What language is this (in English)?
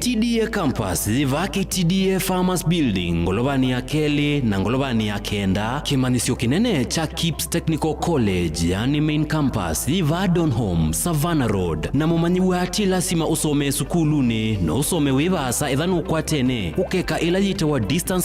Kamba